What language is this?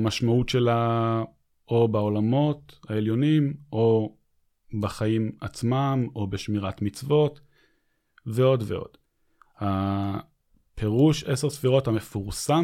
Hebrew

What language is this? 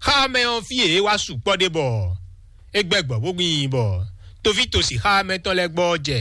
Fon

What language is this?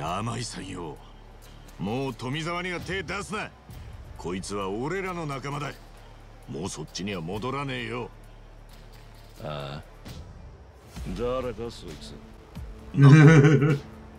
Japanese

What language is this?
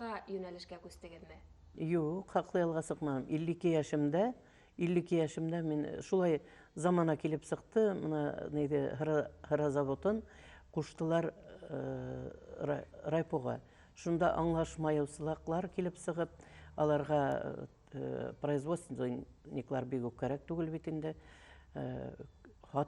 Bashkir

